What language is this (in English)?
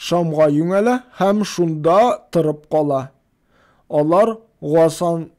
Tatar